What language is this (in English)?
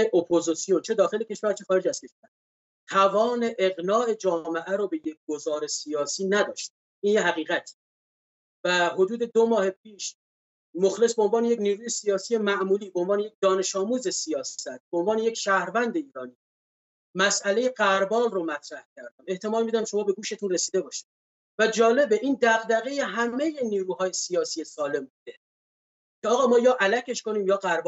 Persian